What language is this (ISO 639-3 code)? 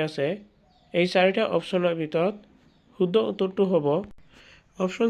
asm